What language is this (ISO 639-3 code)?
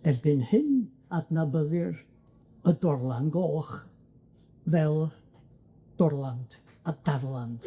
cym